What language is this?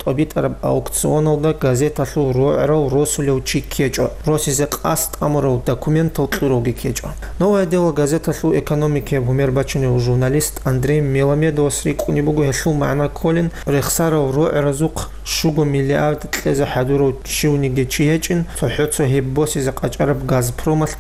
Avaric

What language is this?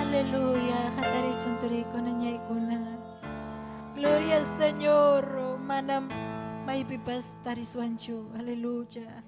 Ayacucho Quechua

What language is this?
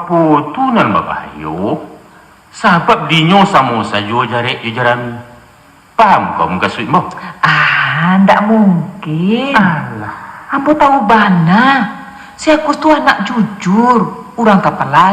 Minangkabau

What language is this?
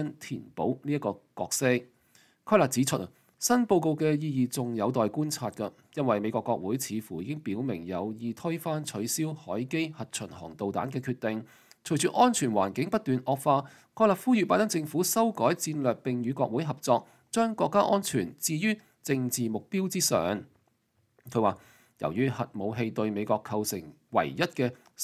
Cantonese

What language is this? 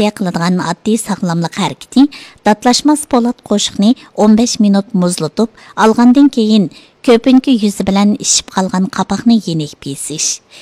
Uyghur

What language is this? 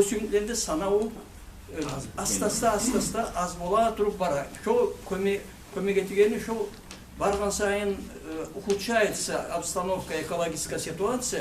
Kumyk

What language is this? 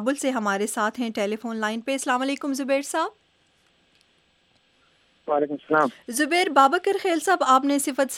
Urdu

